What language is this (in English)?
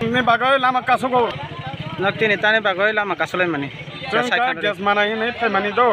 Riang (India)